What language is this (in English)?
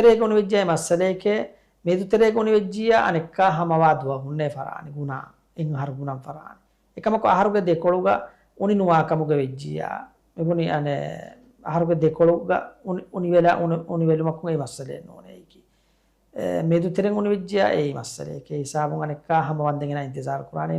Divehi